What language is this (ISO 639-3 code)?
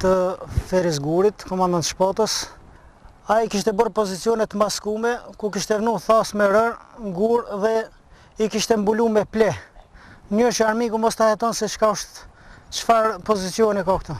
sqi